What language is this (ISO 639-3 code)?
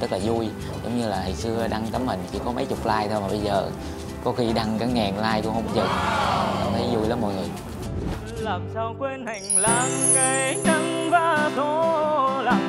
vie